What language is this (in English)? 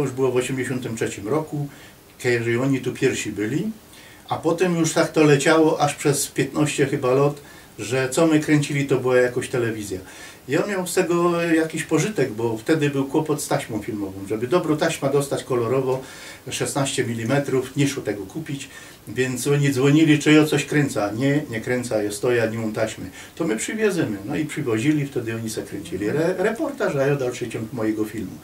Silesian